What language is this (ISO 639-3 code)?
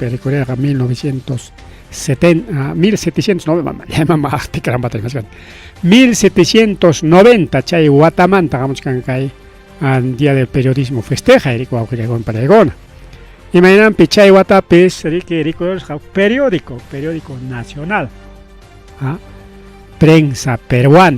quy